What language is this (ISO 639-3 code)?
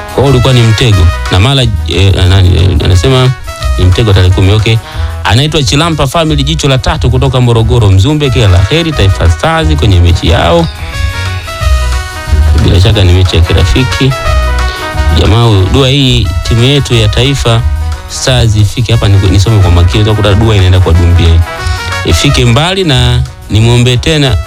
swa